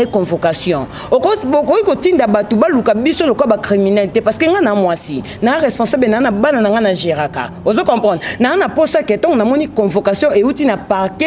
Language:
Lingala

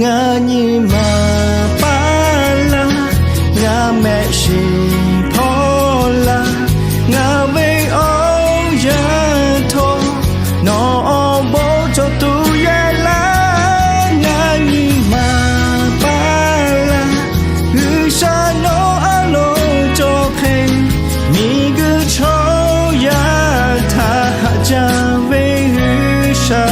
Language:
Lahu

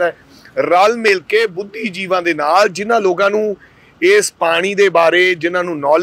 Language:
Punjabi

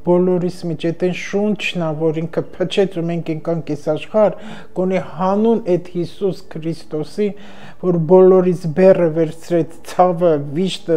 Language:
Armenian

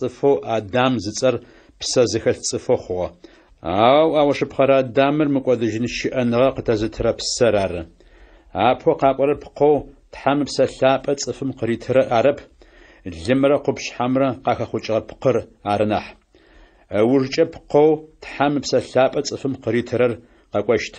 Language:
Adyghe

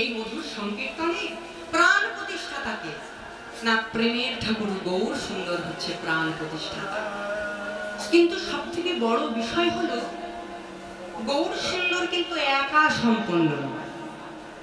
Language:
Bangla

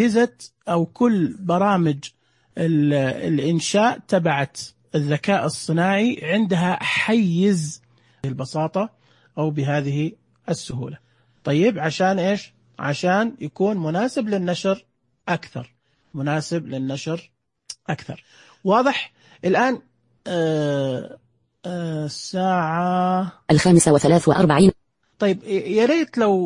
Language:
Najdi Arabic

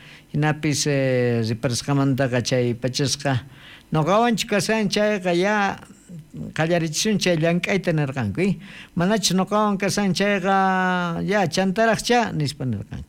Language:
South Bolivian Quechua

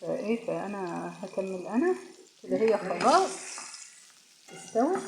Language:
Egyptian Arabic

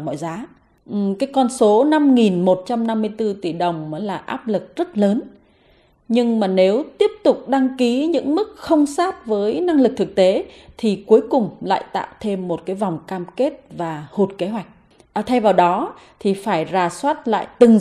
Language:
Vietnamese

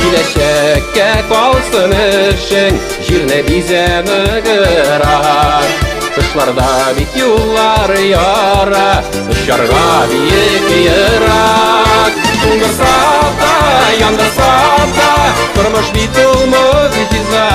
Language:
Tatar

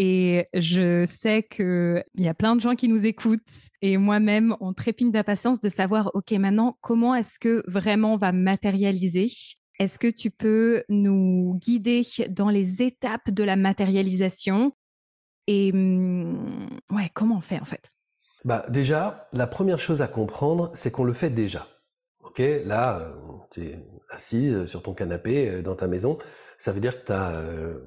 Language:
French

